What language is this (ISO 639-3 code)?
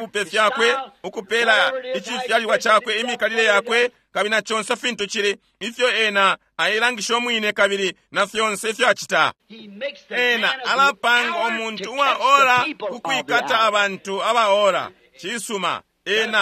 bem